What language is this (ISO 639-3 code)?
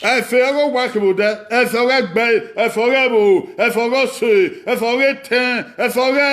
bin